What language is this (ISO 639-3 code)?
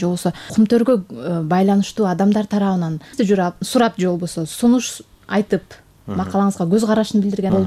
kir